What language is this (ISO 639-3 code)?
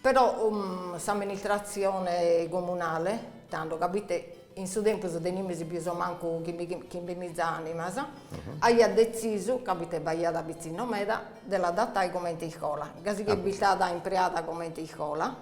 srd